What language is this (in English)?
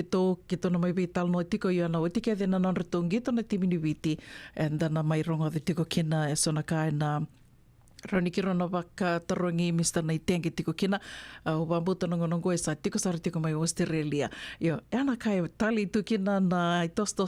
Fijian